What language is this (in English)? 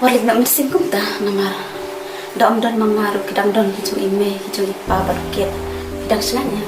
Khasi